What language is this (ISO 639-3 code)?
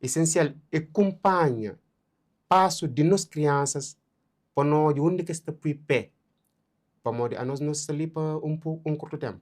kea